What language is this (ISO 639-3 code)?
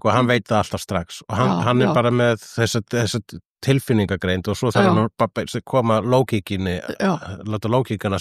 isl